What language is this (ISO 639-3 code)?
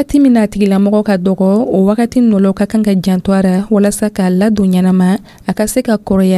dyu